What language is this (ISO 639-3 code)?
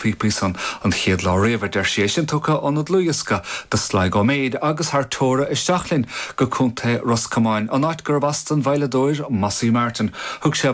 gle